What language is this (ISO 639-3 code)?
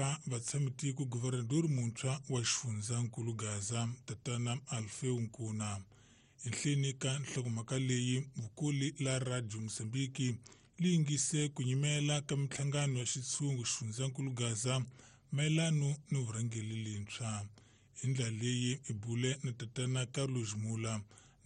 tso